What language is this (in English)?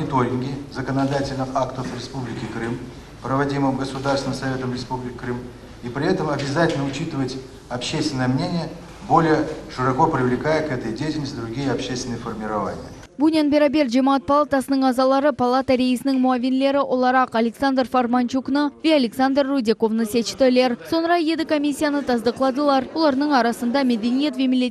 Crimean Tatar